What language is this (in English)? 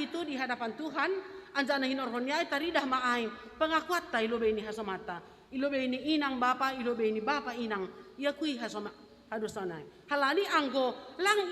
Batak Simalungun